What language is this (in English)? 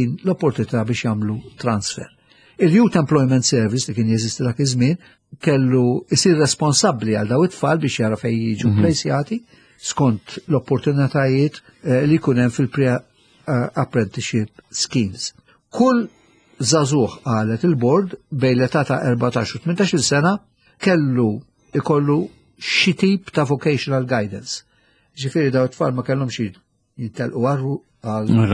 Maltese